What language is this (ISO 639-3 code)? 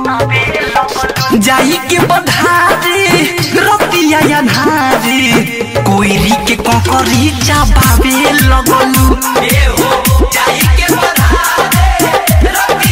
bho